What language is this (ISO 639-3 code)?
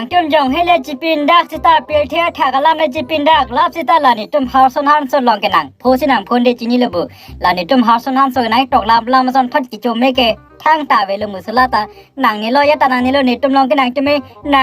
mjw